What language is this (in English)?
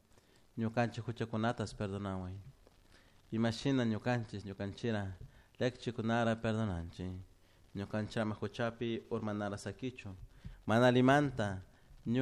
Chimborazo Highland Quichua